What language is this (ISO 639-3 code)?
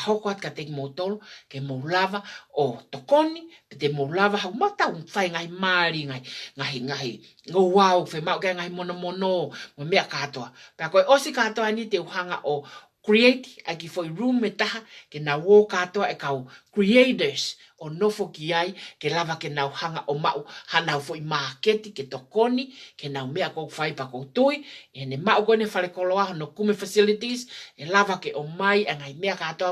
ton